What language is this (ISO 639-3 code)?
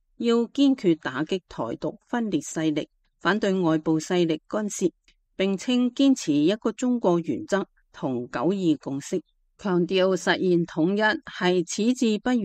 yue